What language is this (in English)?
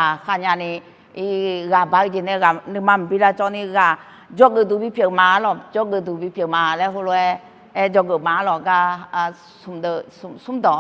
Akha